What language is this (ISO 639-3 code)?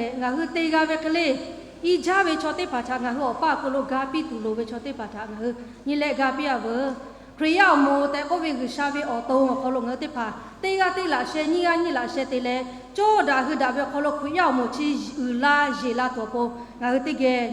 lhu